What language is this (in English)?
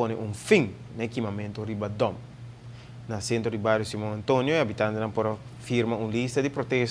Papiamento